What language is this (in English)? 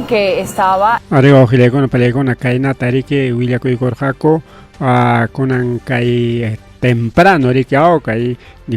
Ayacucho Quechua